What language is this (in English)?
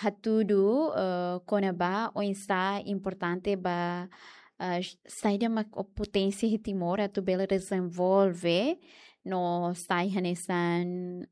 Tetum